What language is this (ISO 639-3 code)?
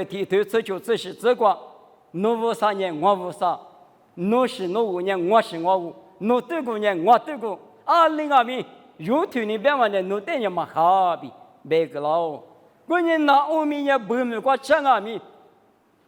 lis